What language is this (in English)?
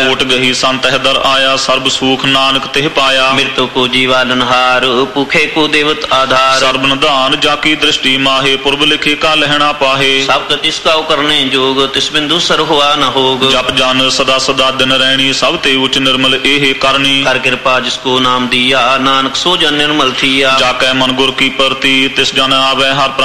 Punjabi